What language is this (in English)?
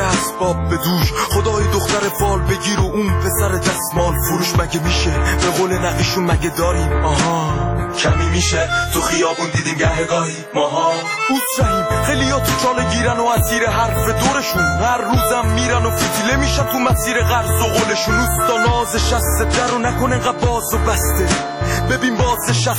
Persian